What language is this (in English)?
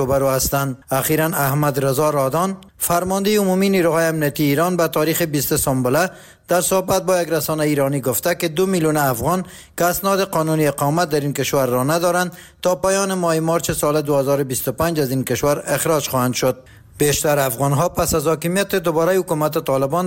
Persian